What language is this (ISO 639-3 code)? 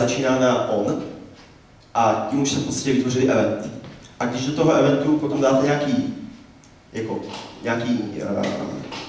ces